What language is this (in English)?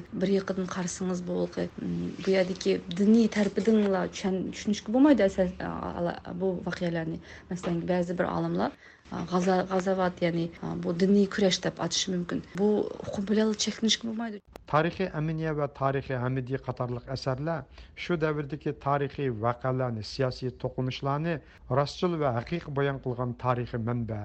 Uyghur